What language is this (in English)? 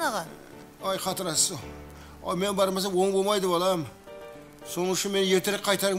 Kara-Kalpak